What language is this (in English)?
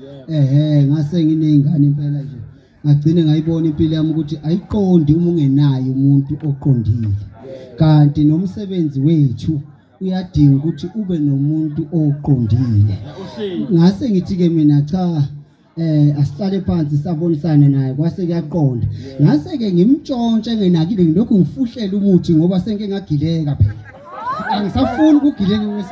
Zulu